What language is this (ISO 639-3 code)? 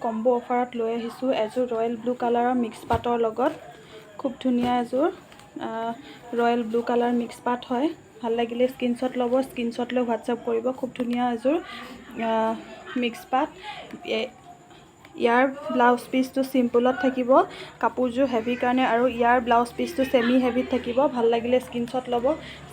asm